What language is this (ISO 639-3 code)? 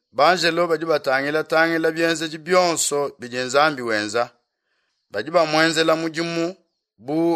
lua